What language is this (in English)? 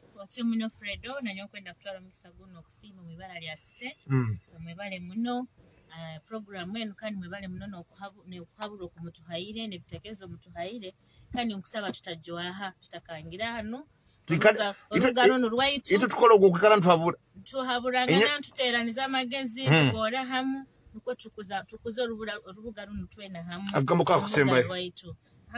Nyoro